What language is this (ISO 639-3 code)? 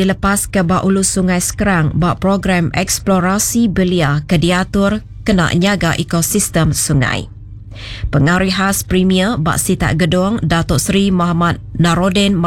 iba